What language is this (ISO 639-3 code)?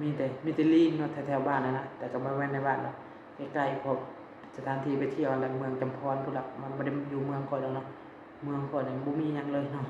lao